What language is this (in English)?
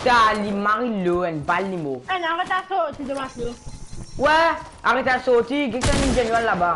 Morisyen